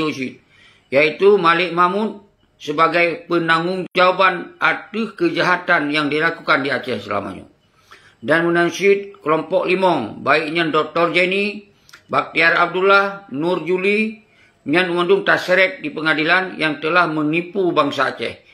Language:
Achinese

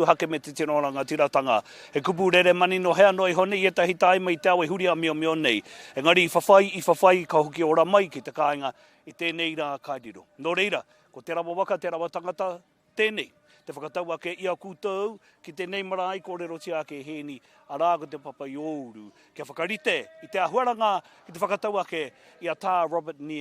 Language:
Māori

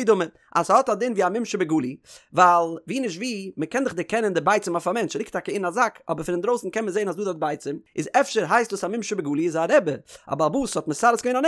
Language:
Yiddish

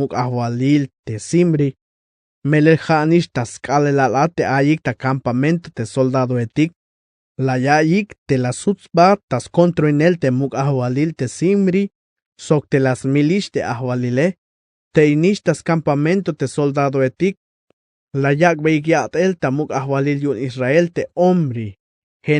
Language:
Tzeltal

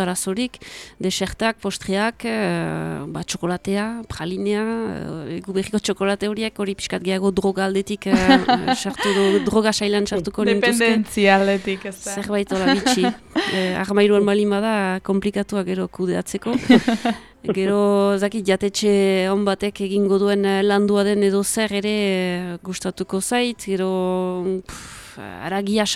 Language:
Basque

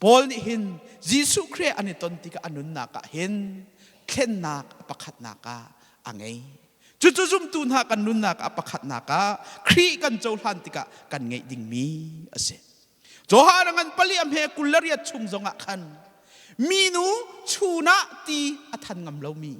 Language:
Hakha Chin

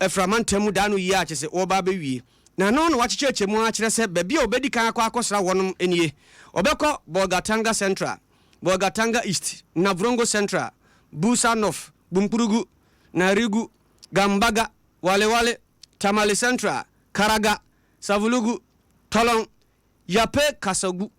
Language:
Akan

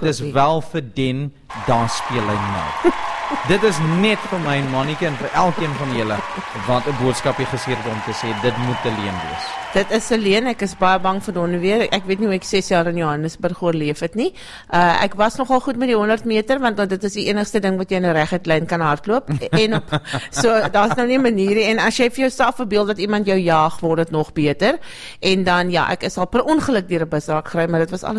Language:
Afrikaans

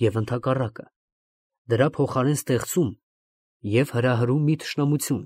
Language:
Armenian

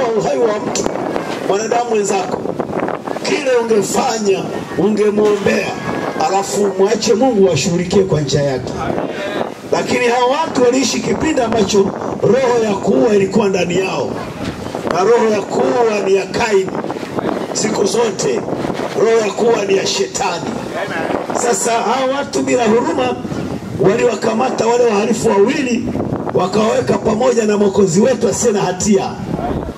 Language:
Swahili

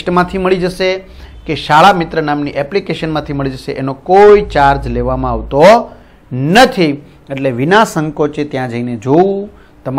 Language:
Gujarati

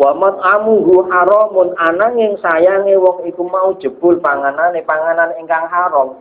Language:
Javanese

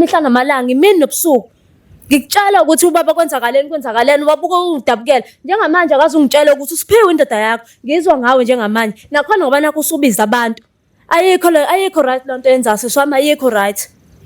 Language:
Zulu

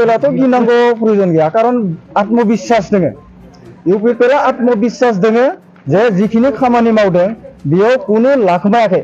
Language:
Bodo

